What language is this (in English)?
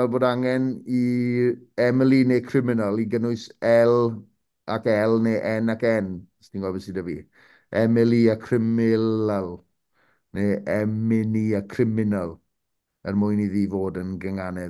Welsh